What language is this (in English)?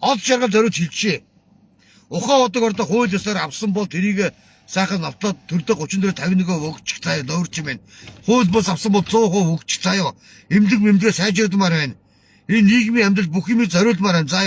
Mongolian